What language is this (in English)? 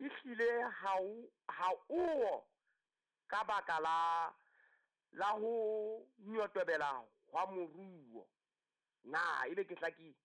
Southern Sotho